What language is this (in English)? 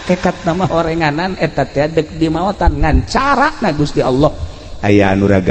Sundanese